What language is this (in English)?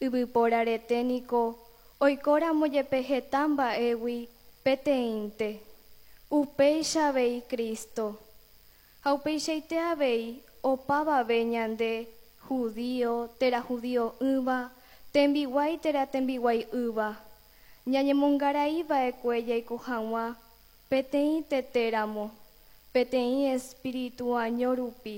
Guarani